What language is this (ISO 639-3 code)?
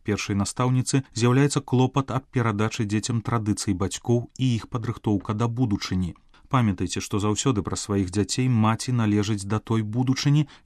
bel